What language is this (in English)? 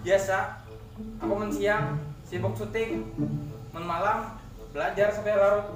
Banjar